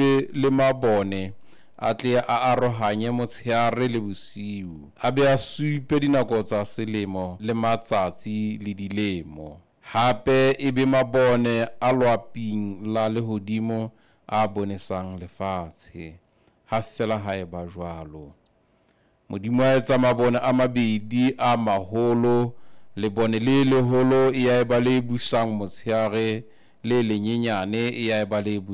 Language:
Southern Sotho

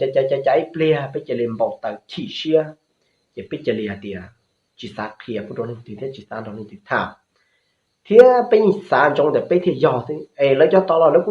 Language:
Hmong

